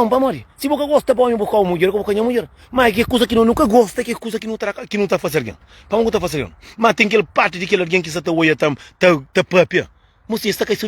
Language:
Kabuverdianu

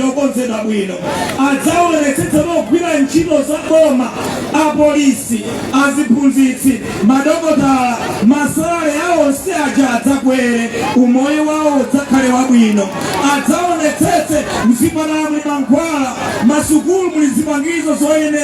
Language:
Nyanja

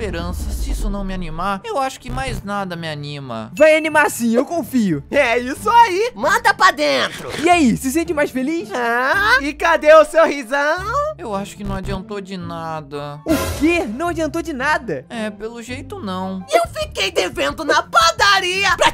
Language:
Portuguese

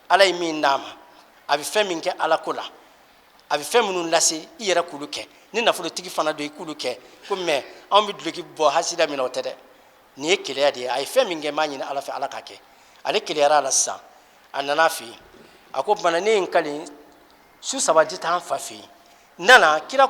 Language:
Bambara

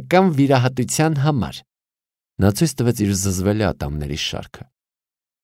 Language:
Armenian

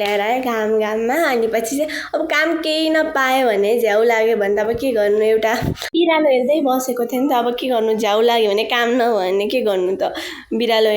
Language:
Nepali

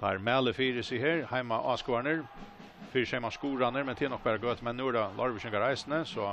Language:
Faroese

